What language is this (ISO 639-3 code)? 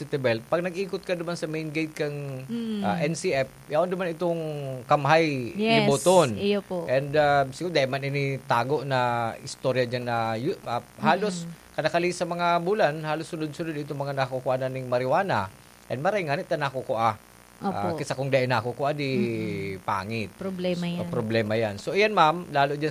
bik